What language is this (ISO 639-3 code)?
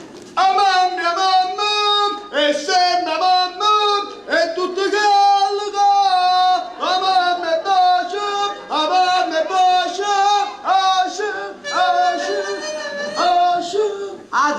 nap